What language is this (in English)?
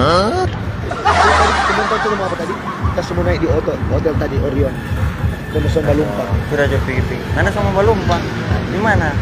Manado Malay